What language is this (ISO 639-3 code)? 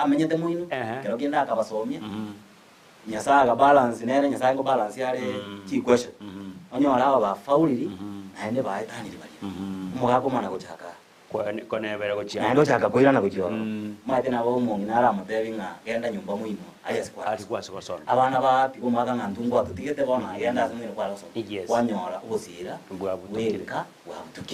guz